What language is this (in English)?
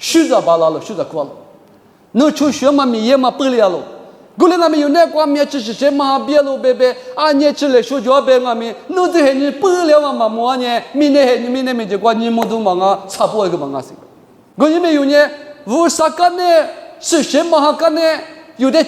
Lisu